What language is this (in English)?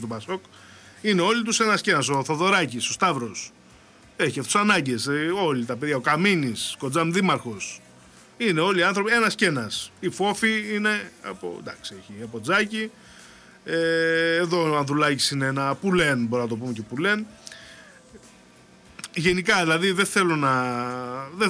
Greek